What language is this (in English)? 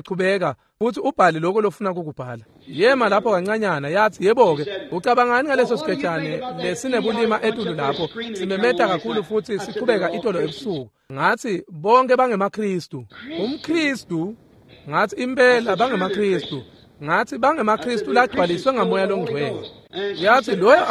Swati